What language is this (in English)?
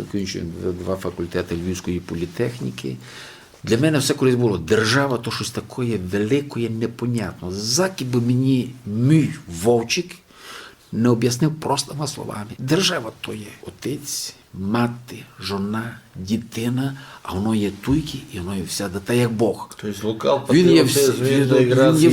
Rusyn